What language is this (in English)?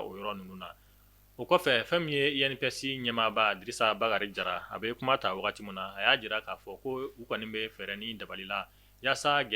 Bambara